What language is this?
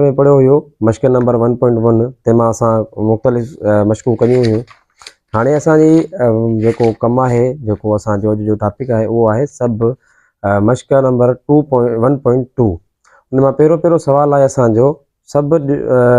Sindhi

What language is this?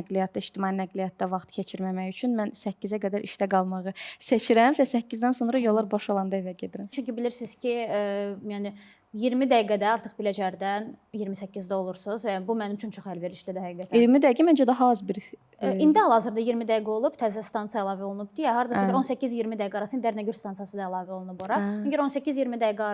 Azerbaijani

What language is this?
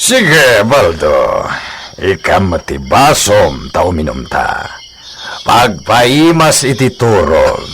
Iloko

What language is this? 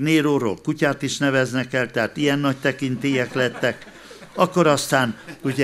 Hungarian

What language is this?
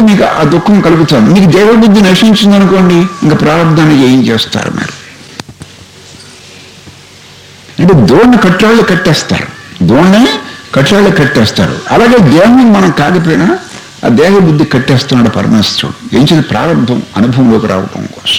Telugu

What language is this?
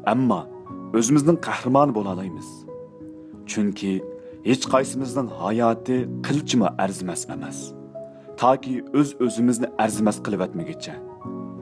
Uyghur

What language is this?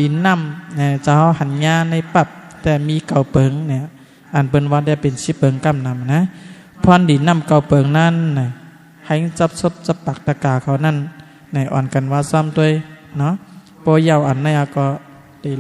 Shan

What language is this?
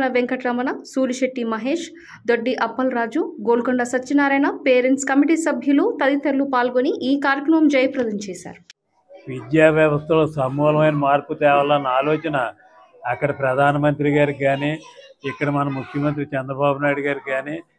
Telugu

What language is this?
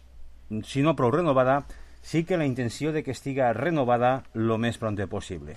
Catalan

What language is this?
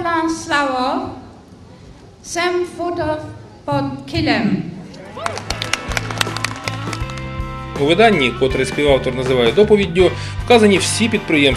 Ukrainian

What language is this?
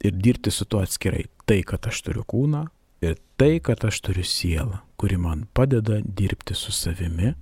Lithuanian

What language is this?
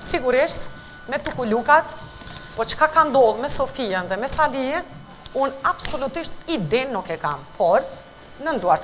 Albanian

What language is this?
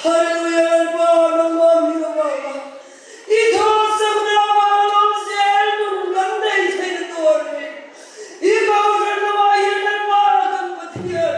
Mizo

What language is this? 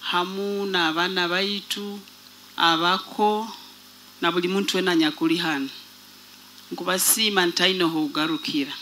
Nyoro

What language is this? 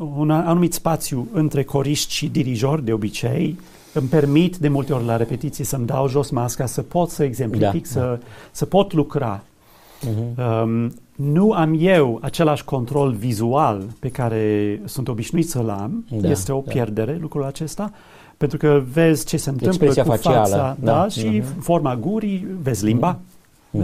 Romanian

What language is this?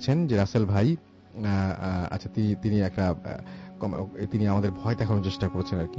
Bangla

